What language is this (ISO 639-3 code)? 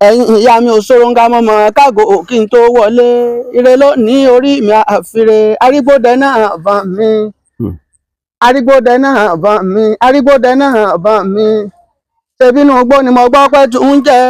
yor